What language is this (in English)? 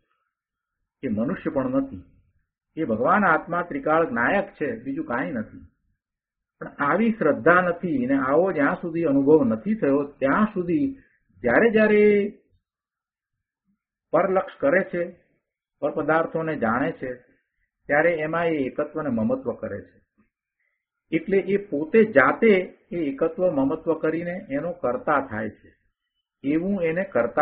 Gujarati